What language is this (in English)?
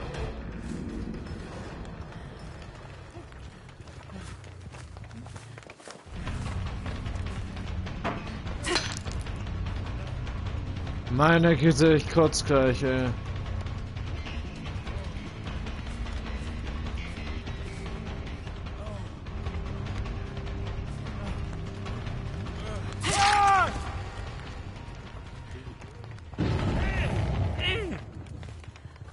German